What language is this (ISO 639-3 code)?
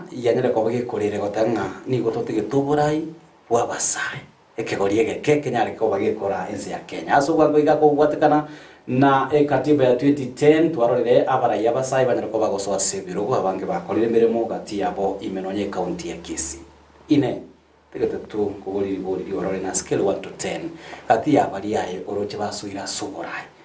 guz